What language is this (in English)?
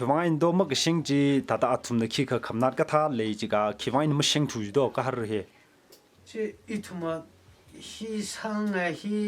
Tangkhul Naga (India)